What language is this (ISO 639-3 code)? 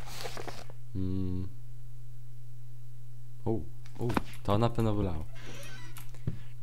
pol